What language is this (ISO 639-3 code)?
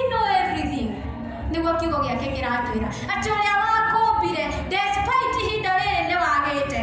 kik